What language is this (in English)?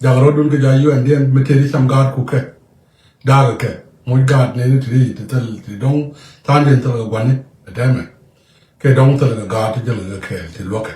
Nuer